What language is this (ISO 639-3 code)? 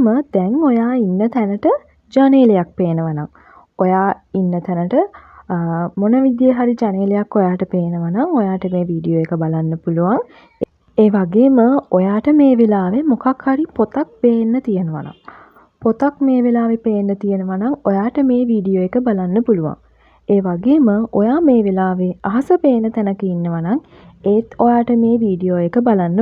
sin